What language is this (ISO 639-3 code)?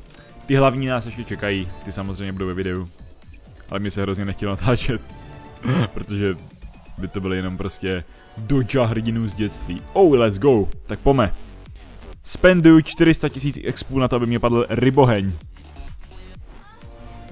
ces